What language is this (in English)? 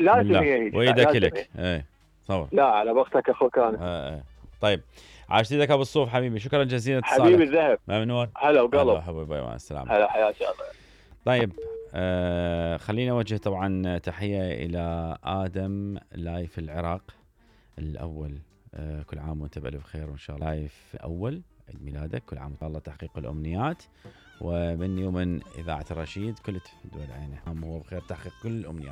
Mesopotamian Arabic